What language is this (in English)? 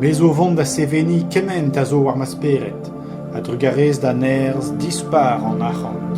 Breton